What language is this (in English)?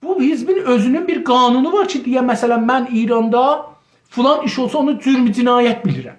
South Azerbaijani